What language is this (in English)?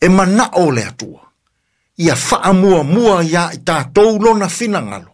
Samoan